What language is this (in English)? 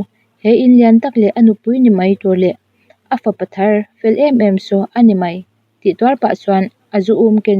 Mizo